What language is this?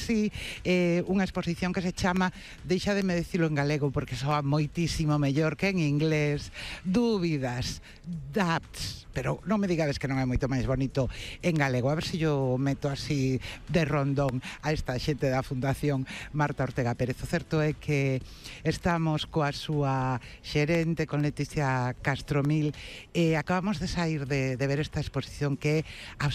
Galician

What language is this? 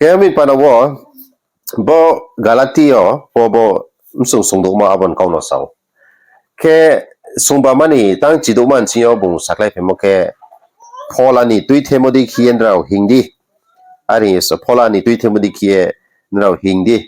Riang (India)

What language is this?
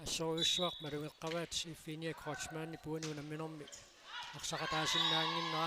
Kalaallisut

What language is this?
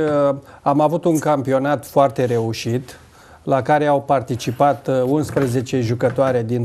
Romanian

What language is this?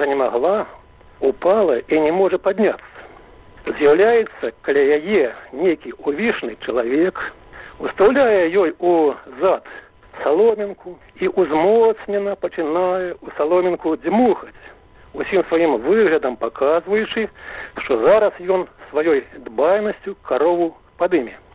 Belarusian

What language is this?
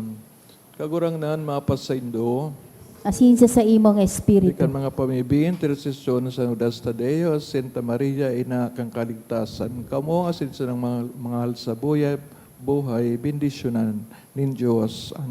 Bikol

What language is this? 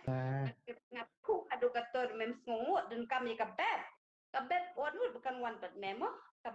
Khasi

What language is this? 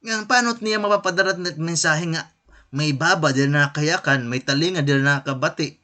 Waray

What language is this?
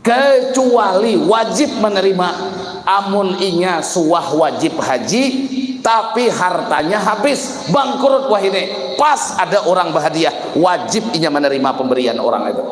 Banjar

